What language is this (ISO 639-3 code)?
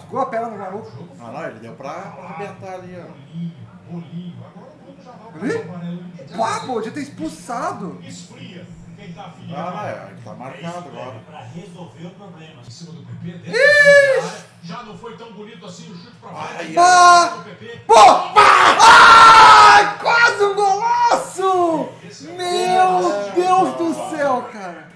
por